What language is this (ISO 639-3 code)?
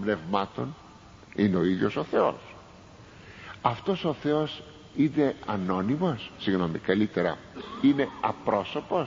ell